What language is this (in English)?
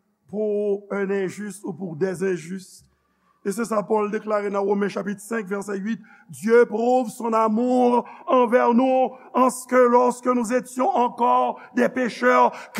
Haitian Creole